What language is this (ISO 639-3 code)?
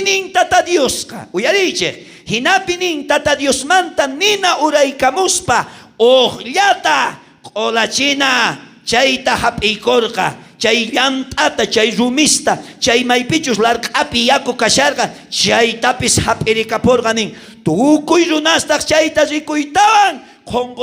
quh